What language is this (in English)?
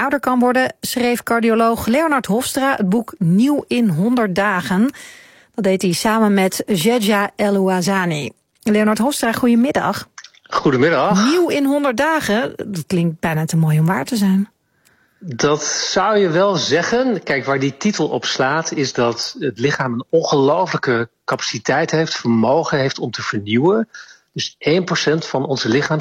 Dutch